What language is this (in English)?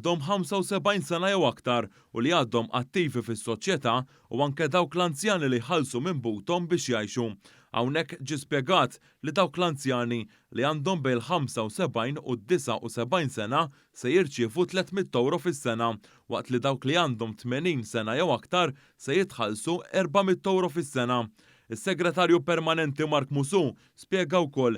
Maltese